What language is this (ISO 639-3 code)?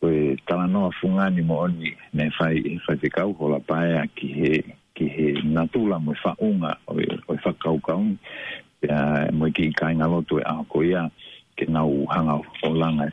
ton